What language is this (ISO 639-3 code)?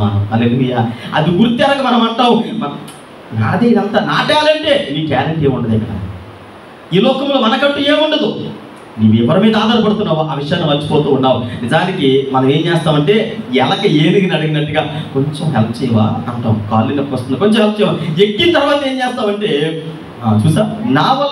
tel